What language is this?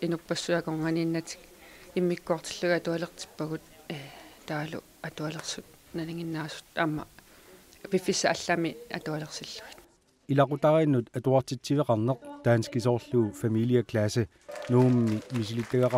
Kalaallisut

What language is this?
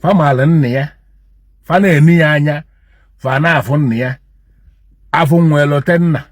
Igbo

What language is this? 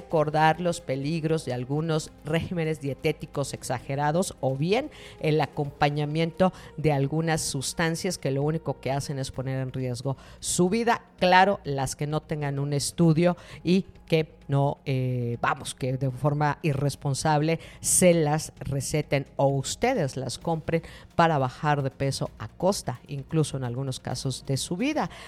Spanish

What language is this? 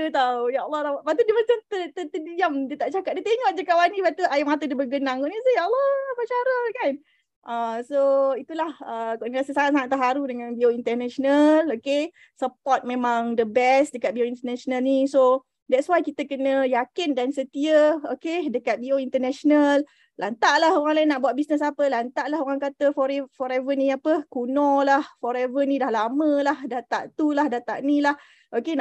Malay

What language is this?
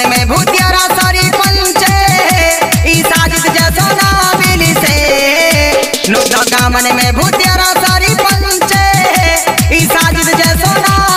Bhojpuri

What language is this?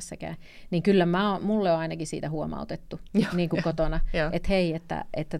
Finnish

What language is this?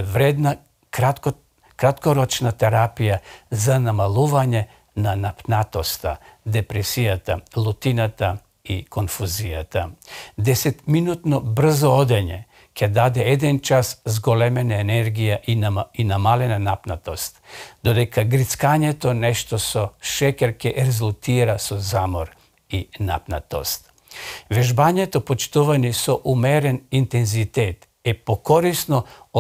Macedonian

